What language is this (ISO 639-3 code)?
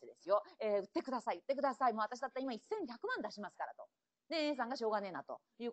jpn